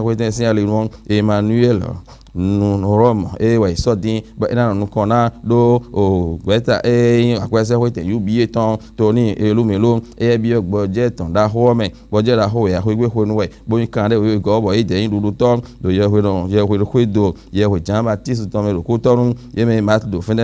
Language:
Fon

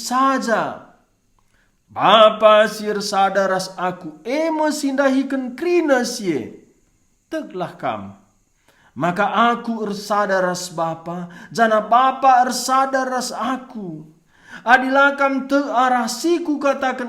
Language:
Batak Karo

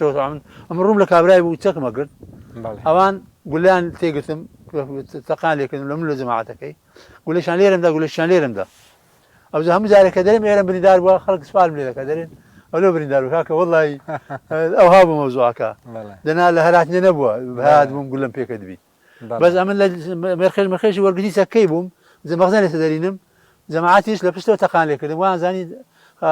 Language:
Central Kurdish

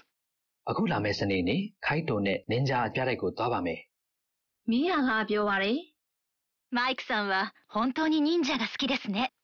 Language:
Burmese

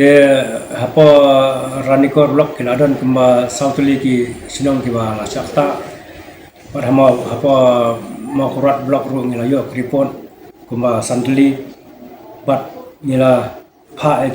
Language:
Khasi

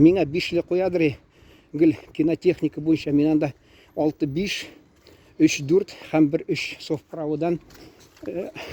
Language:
Tatar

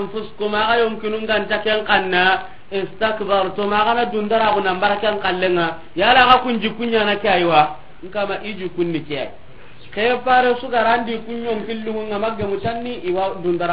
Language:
Soninke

